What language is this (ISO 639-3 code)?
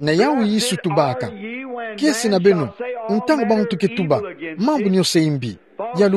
ktu